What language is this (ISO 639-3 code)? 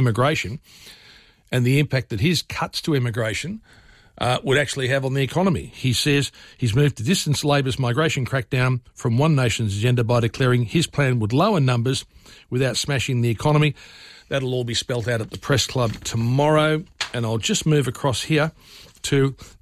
eng